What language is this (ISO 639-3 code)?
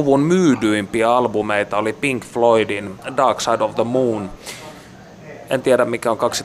fin